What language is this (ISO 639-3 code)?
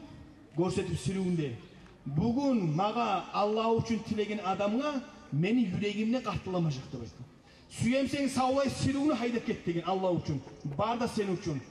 kum